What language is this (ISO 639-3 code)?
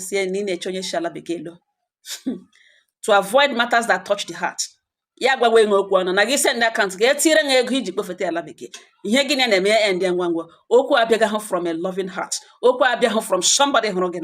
ibo